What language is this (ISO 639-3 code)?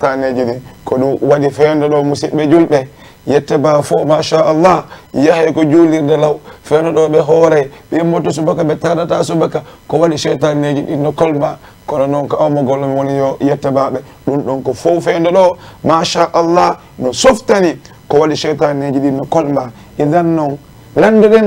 ful